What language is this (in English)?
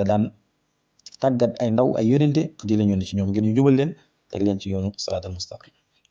Wolof